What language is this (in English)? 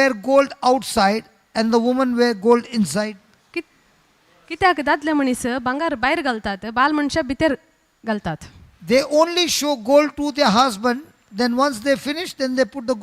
Konkani